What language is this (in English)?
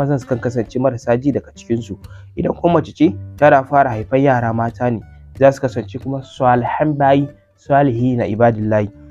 Hausa